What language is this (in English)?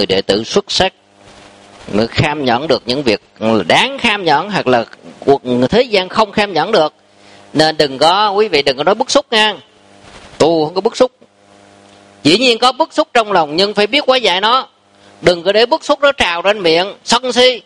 Vietnamese